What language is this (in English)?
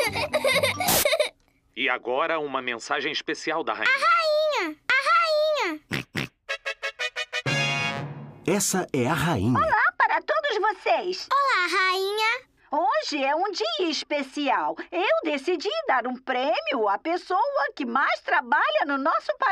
Portuguese